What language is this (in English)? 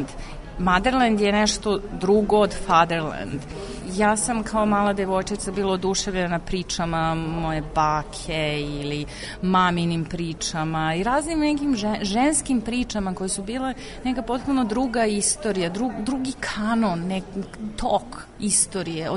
Serbian